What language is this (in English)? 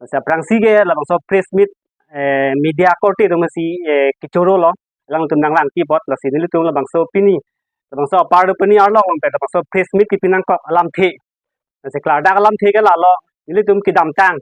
Karbi